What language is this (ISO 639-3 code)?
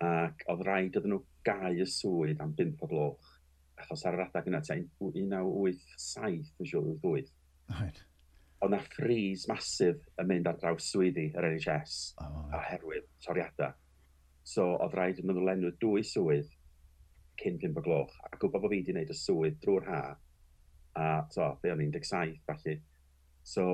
cym